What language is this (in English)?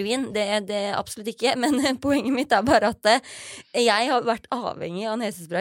Norwegian